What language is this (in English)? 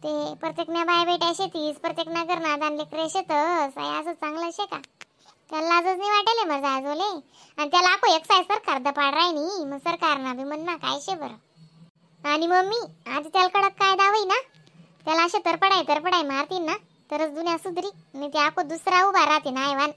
Khandesi